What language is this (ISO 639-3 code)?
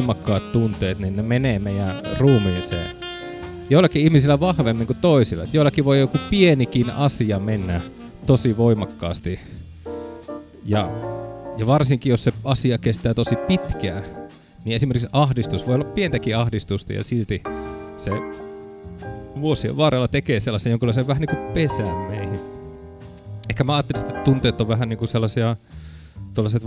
fin